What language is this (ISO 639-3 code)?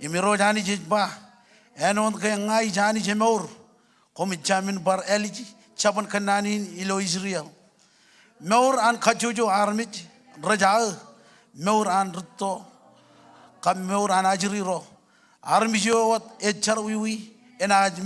mah